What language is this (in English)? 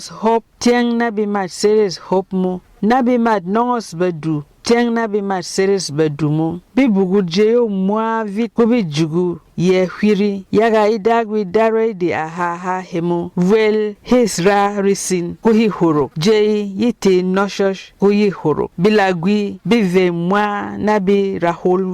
Berom